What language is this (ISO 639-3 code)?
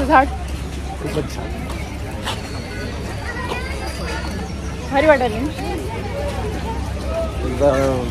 mar